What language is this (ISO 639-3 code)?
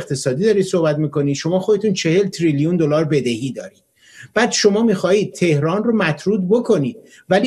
fas